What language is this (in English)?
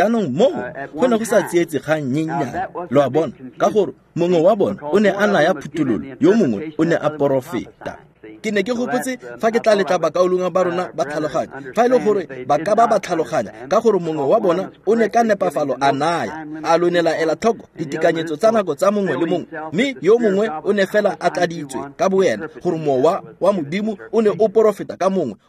Tswana